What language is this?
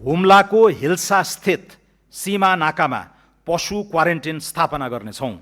Nepali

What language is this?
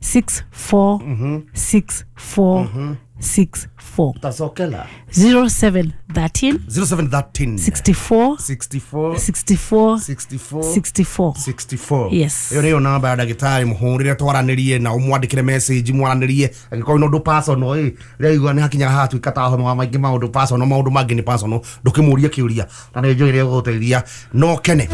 Kikuyu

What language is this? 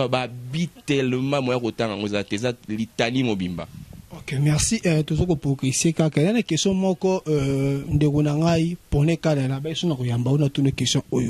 Lingala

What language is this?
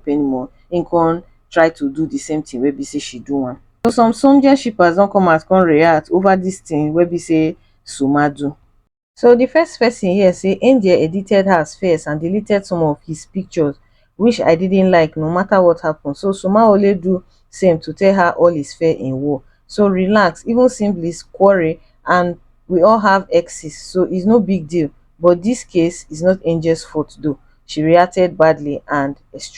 Nigerian Pidgin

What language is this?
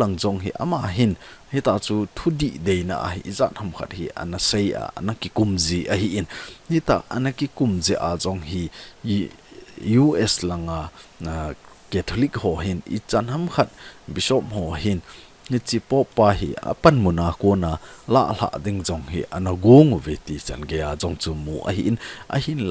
Thado Chin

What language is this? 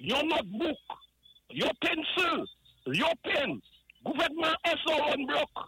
Saint Lucian Creole French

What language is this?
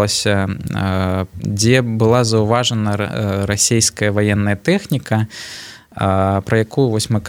Belarusian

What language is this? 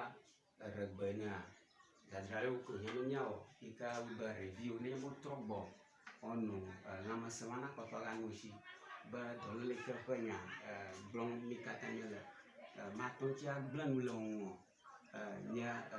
Ewe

